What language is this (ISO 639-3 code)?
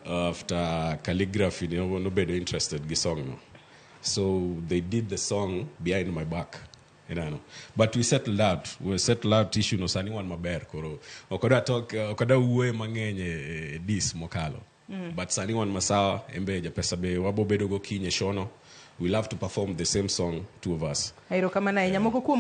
luo